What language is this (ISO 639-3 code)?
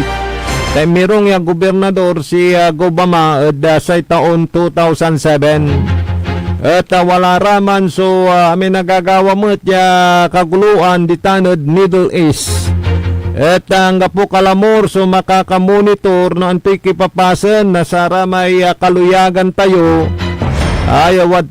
pag